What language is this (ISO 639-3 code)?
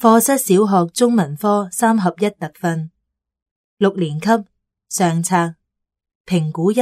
yue